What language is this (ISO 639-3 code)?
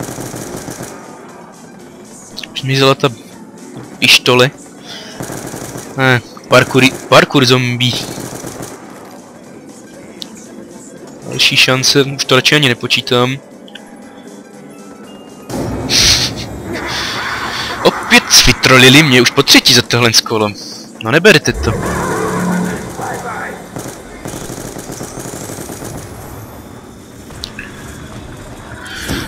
ces